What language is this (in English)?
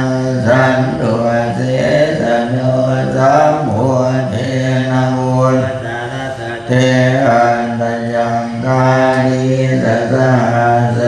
Pali